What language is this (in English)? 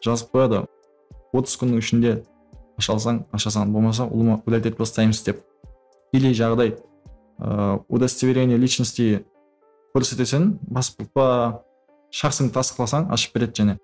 Kara-Kalpak